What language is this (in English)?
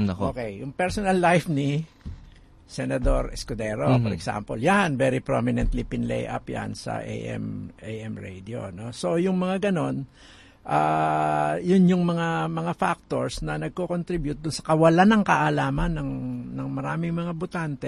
Filipino